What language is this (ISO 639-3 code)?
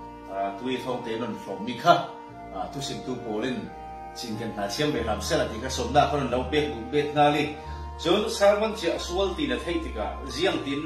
cfm